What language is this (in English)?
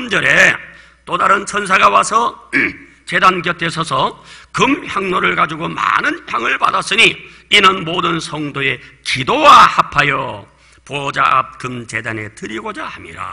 Korean